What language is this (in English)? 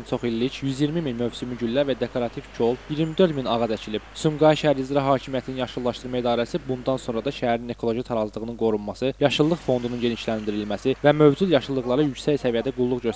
Azerbaijani